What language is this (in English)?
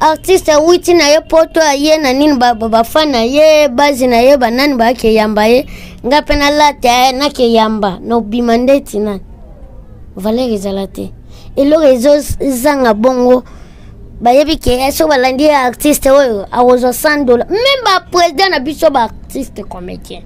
Lingala